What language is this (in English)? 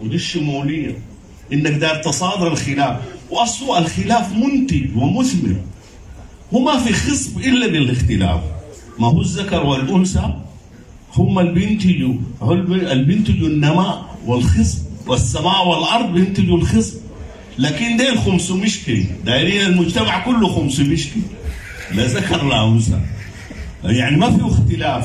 Sudanese Arabic